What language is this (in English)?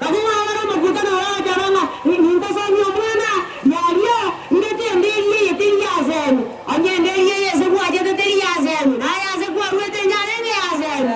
Gusii